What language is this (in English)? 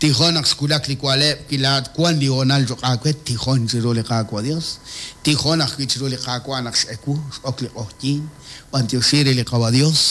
Kekchí